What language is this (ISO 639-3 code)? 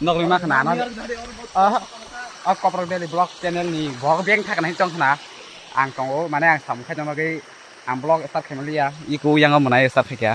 trp